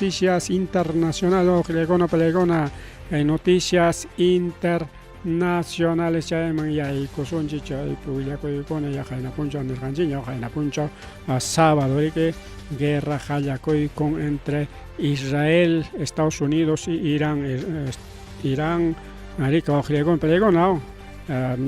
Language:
Ayacucho Quechua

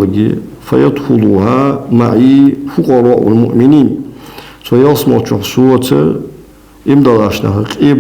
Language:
Ingush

